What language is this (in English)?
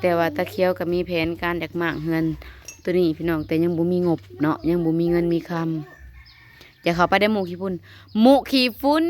Northeastern Thai